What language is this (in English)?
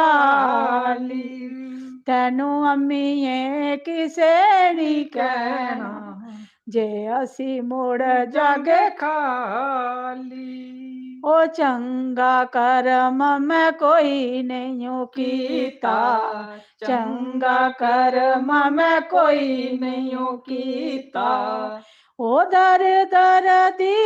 Dogri